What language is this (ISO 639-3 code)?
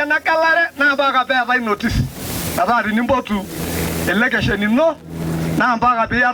mas